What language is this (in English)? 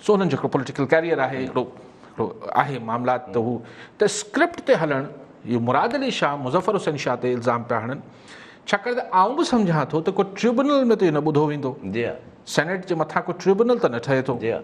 Sindhi